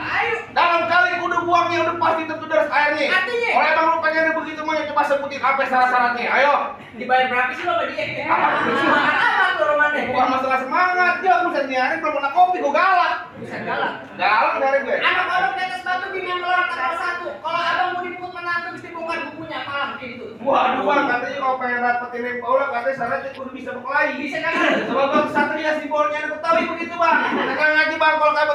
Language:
Betawi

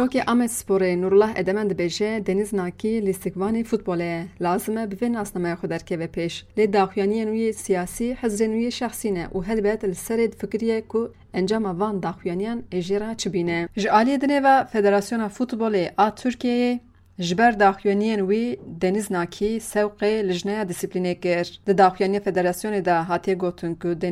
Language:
Kurdish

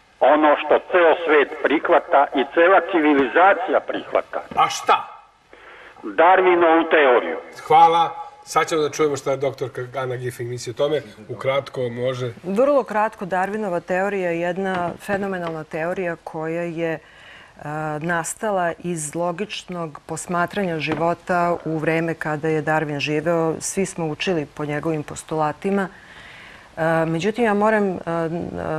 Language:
Serbian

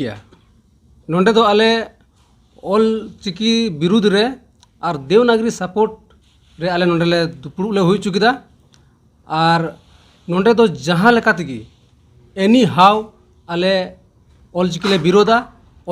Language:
Santali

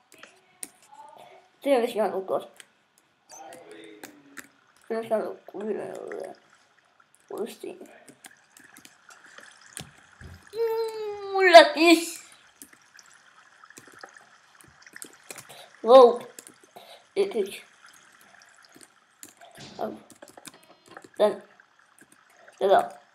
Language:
Danish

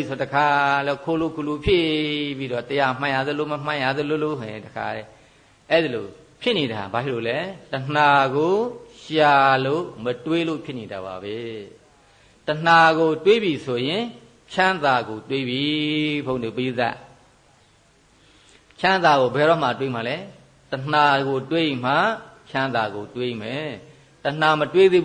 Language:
Burmese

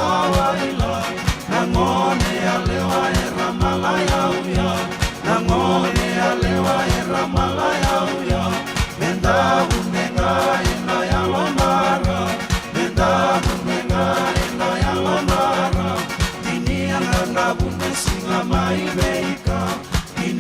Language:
Fijian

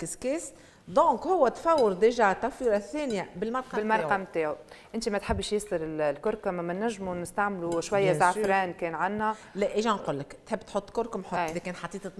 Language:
Tunisian Arabic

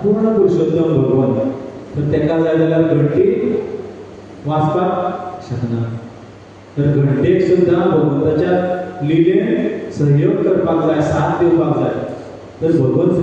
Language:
Konkani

